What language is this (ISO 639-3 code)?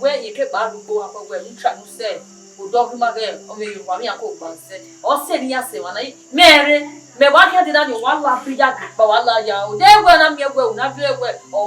bin